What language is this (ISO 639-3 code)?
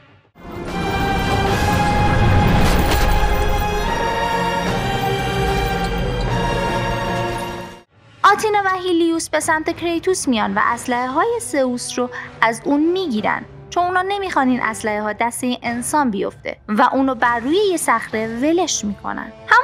fas